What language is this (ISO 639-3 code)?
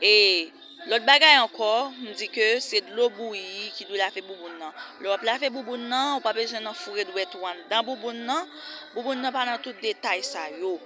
hat